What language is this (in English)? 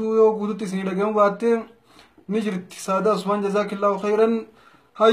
Oromo